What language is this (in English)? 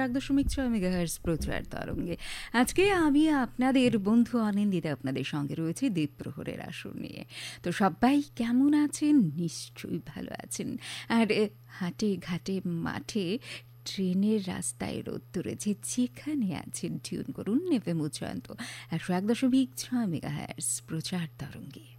Bangla